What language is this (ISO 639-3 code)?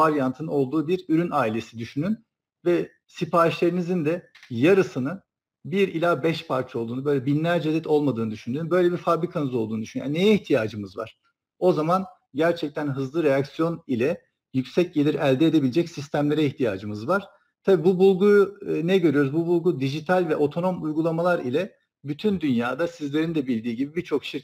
tur